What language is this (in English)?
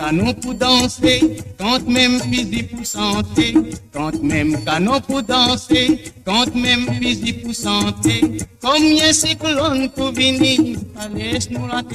Morisyen